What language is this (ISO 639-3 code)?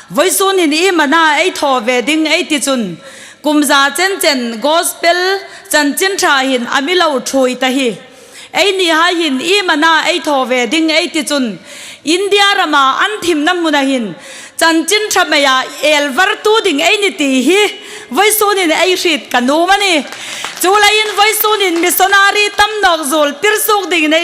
hmr